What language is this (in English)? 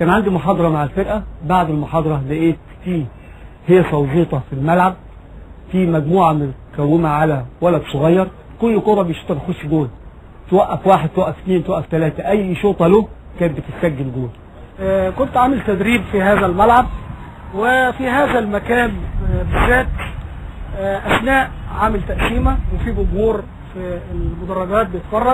Egyptian Arabic